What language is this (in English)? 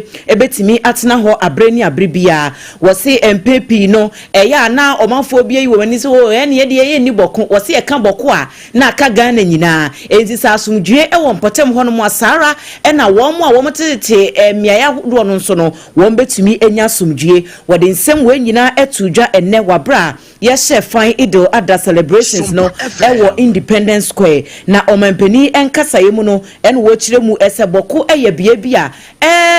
Akan